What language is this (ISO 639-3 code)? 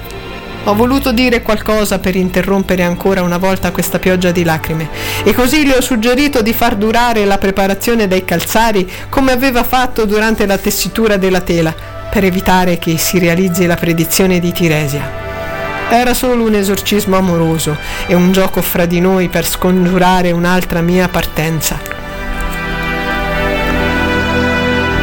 ita